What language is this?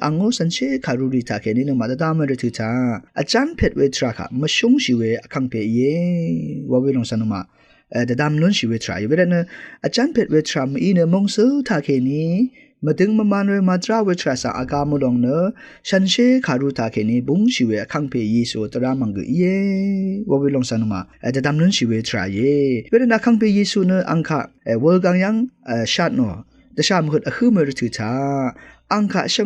Rawang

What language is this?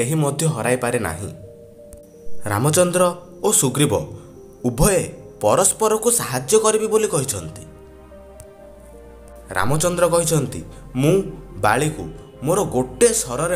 Odia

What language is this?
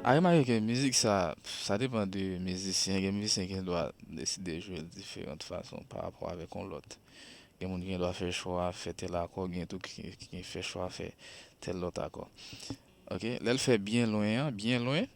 Haitian Creole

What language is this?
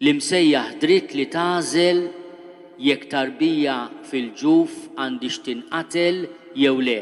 Maltese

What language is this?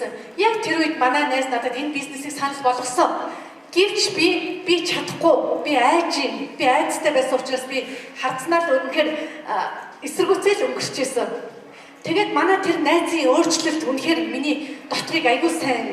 Mongolian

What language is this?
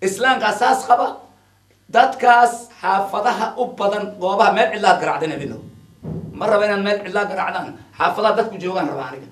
Somali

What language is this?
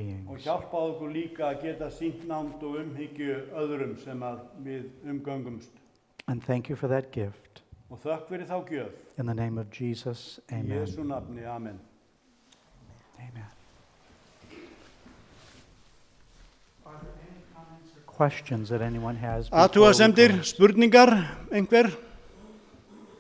Icelandic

